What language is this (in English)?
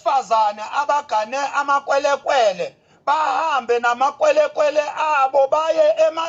Zulu